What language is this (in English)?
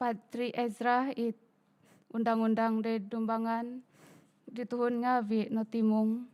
Central Dusun